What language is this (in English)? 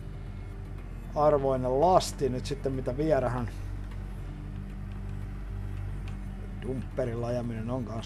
Finnish